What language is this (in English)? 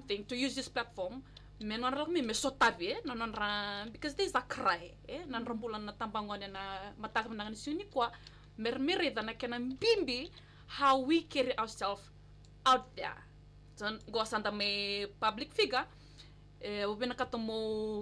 Fijian